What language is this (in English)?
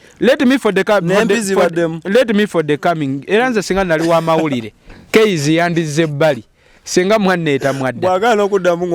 Ganda